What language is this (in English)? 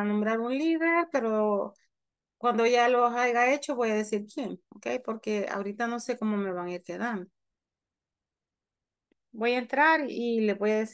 Spanish